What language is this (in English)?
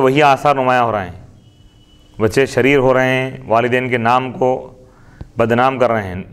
Urdu